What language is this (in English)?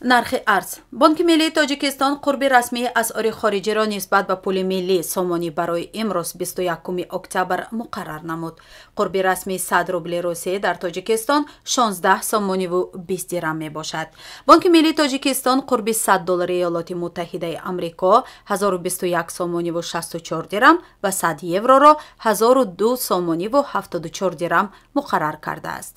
Tajik